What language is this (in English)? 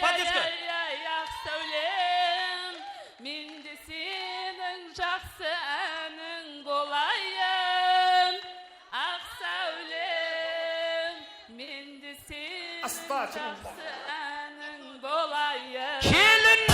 Kara-Kalpak